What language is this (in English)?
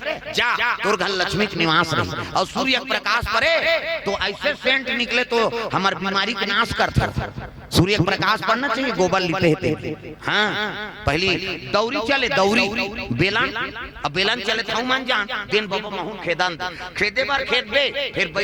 Chhattisgarhi